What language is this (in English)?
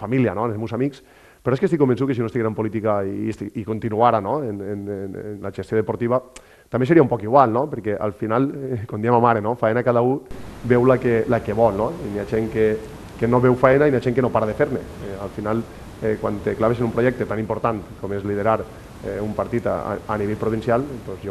Catalan